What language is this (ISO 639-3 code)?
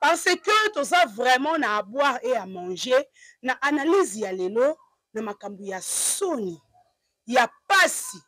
lin